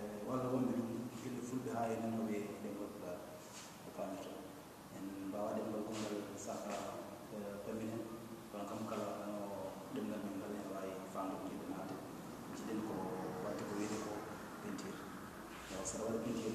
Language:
Fula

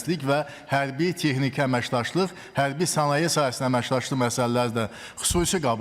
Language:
Azerbaijani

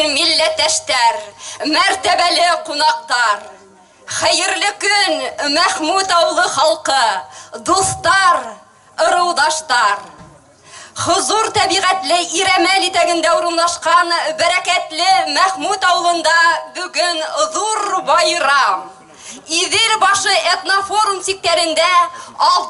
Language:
Bashkir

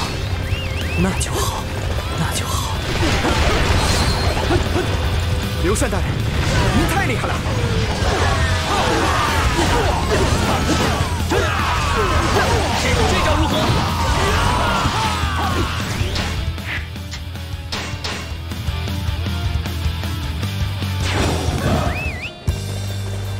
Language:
Chinese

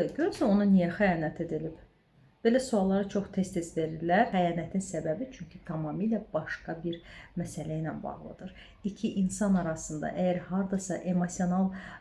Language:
Azerbaijani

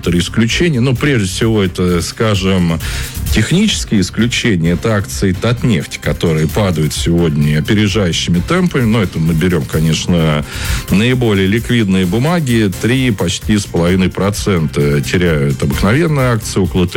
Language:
Russian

